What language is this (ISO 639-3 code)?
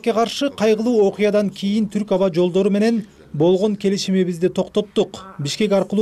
kir